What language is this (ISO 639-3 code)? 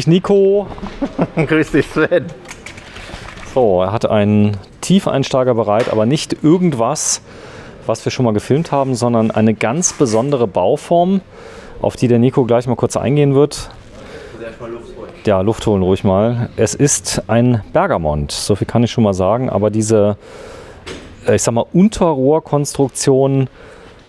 deu